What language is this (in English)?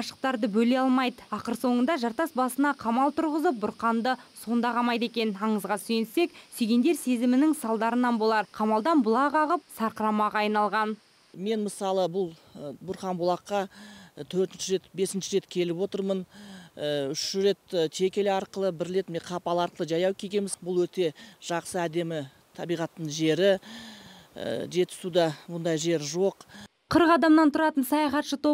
Kazakh